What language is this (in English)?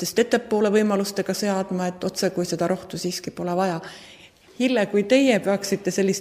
Estonian